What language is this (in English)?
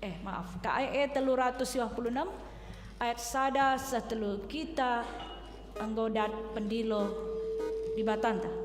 Batak Karo